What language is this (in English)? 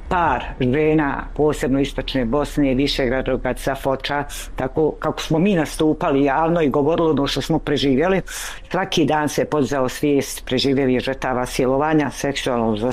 Bosnian